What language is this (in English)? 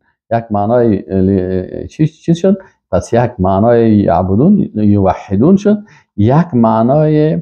Persian